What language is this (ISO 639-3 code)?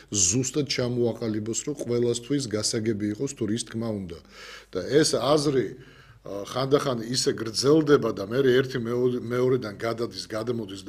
kat